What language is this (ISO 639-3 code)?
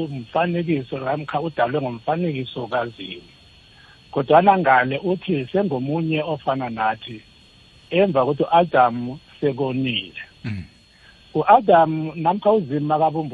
nbl